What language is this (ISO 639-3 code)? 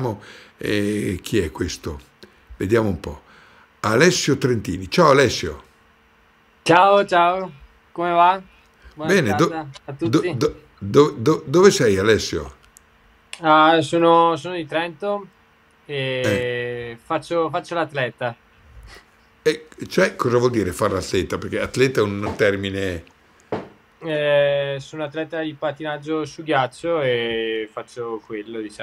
ita